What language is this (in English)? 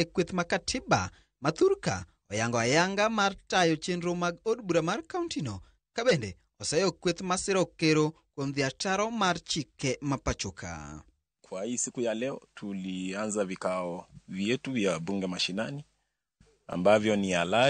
Luo (Kenya and Tanzania)